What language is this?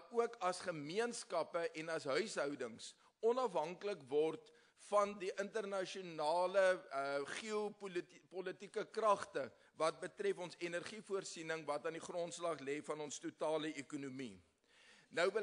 Afrikaans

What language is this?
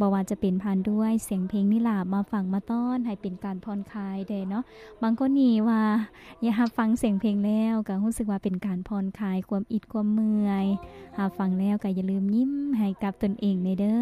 Lao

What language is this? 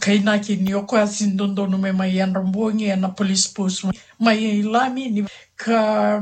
Fijian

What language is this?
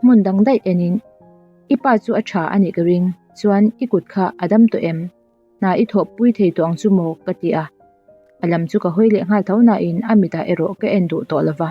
Mizo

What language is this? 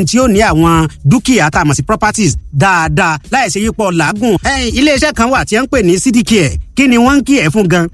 Yoruba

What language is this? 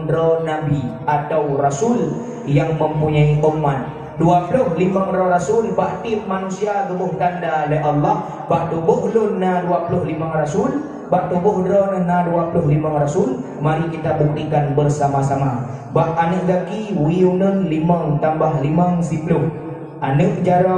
Achinese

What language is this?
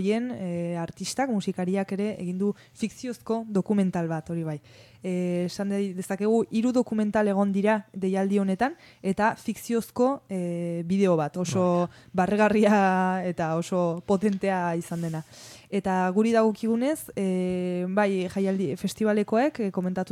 Basque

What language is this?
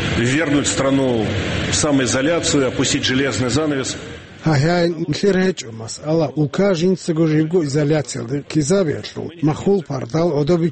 Avaric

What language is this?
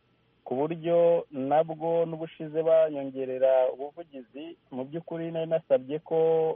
Kinyarwanda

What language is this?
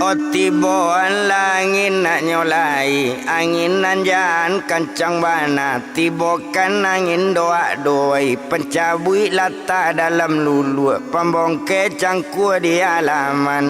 Minangkabau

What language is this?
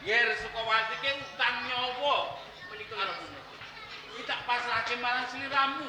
Javanese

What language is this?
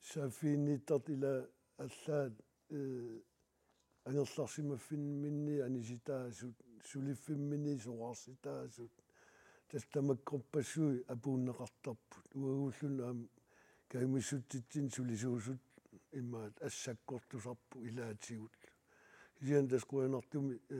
Kalaallisut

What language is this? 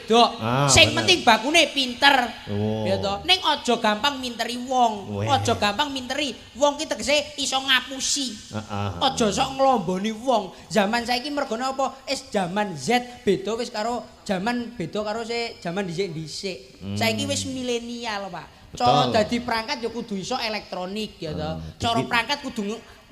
Javanese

